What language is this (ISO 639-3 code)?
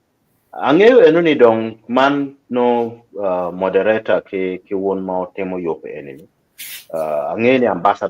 ach